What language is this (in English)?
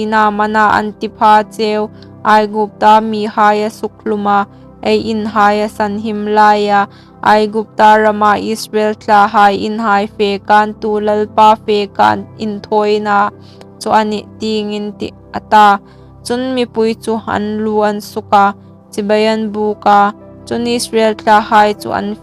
Hmar